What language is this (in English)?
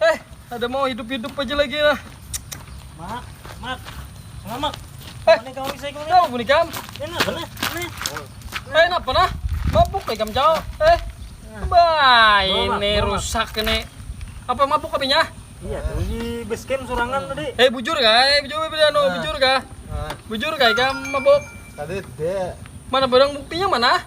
Banjar